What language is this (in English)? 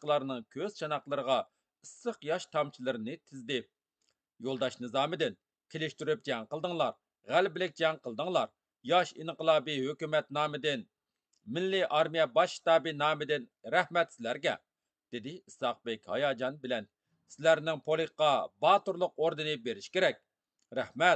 Uyghur